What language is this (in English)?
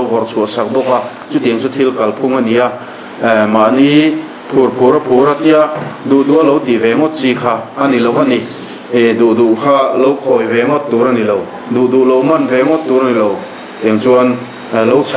Mizo